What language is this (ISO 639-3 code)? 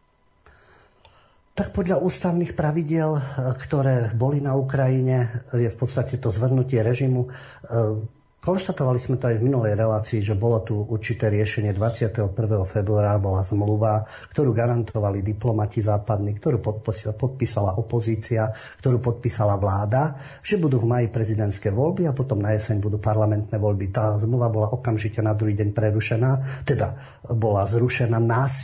slk